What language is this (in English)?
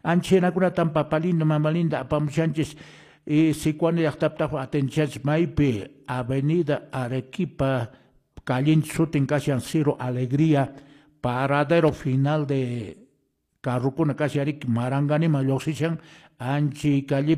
Quechua